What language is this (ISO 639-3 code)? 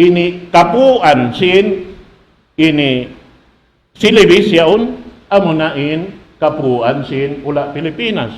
tsg